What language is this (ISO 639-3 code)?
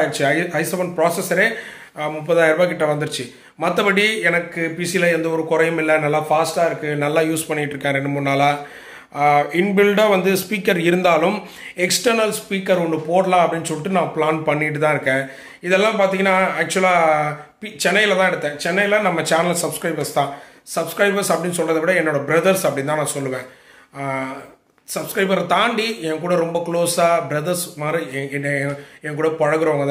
tam